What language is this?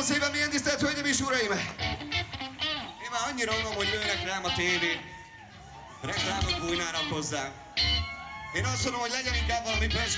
Hungarian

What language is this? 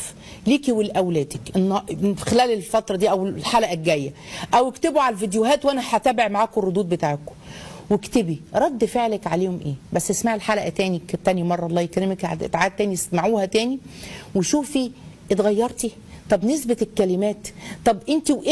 Egyptian Arabic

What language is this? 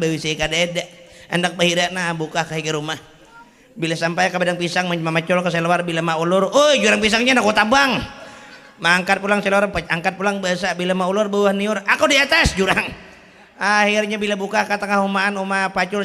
Banjar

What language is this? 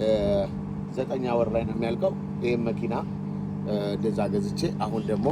Amharic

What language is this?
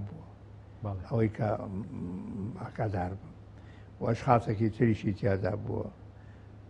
Central Kurdish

